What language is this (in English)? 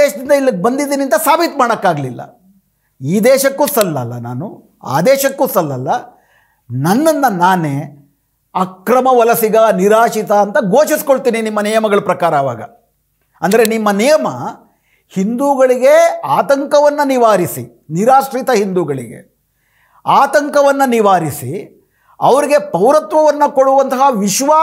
Kannada